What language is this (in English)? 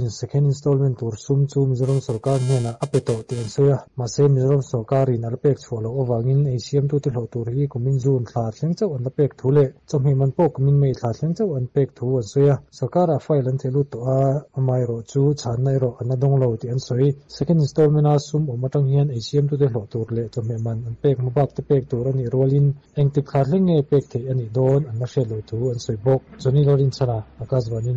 Mizo